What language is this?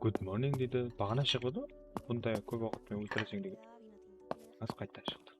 Kara-Kalpak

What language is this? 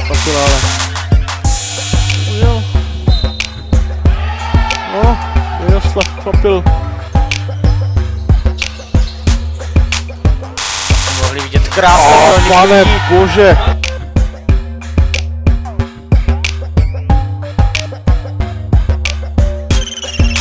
Czech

